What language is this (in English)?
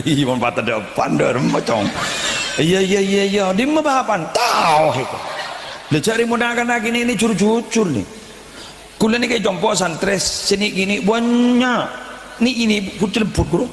Madurese